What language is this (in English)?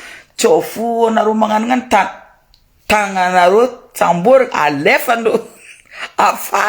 Malagasy